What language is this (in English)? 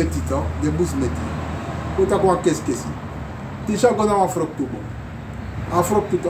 Sranan Tongo